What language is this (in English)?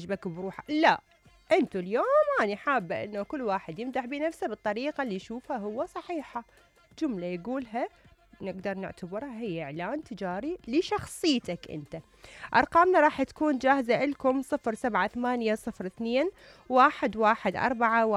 Mesopotamian Arabic